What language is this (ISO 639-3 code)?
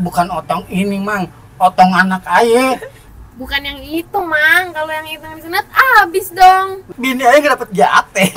bew